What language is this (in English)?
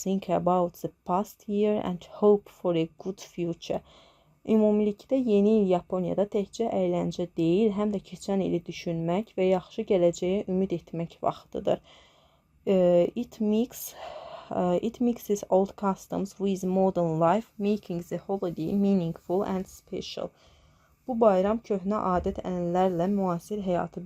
Azerbaijani